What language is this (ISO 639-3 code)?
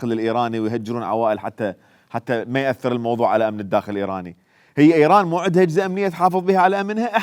acm